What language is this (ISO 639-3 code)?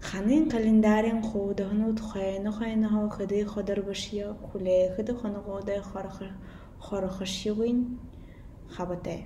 bua